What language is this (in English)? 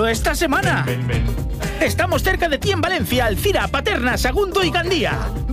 Spanish